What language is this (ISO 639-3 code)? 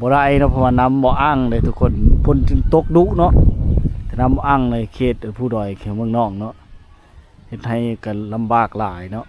lao